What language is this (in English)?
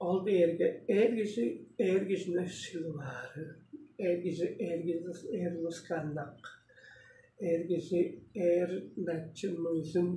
Tuvinian